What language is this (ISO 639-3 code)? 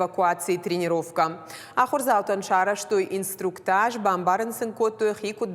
oss